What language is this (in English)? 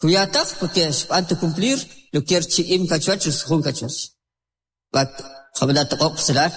Kʼicheʼ